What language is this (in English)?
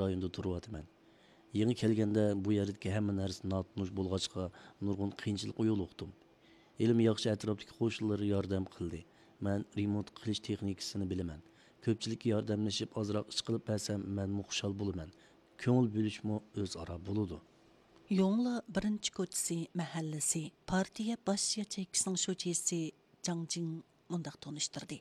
Uyghur